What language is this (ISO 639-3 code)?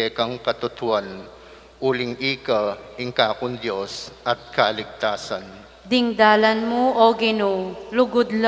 pam